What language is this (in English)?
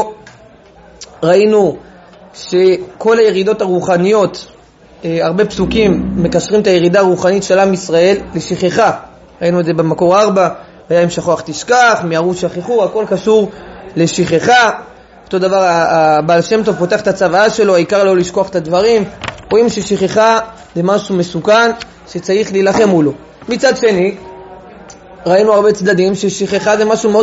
Hebrew